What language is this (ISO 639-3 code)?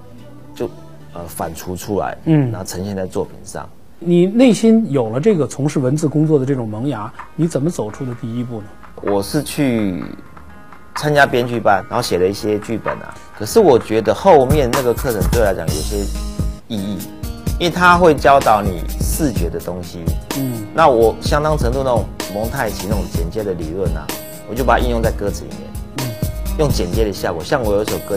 zho